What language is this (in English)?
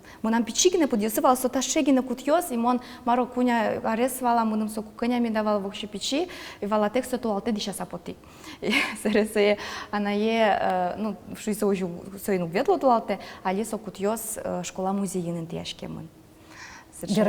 Udmurt